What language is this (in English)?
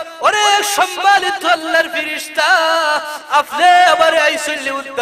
Sylheti